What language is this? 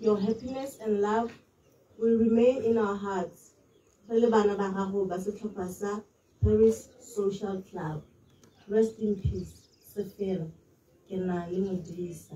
Tswana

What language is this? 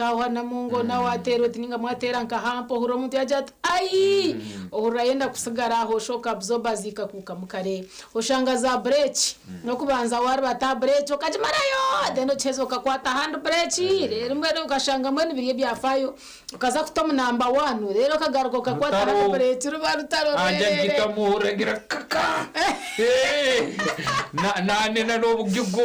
Nyankole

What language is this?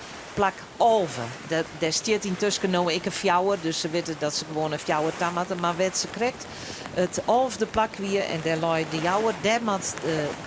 Western Frisian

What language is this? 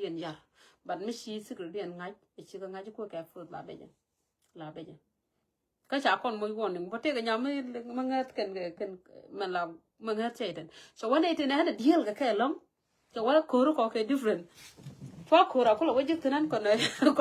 Nuer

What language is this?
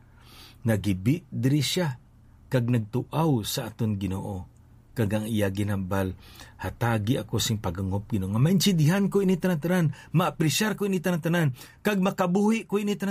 Hiligaynon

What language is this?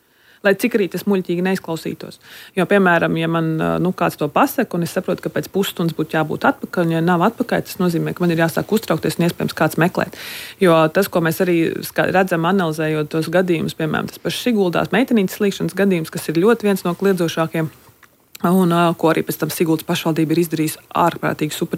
Latvian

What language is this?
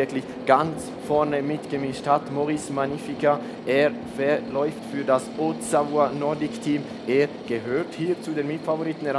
German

